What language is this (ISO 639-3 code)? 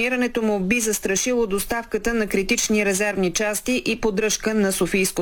bul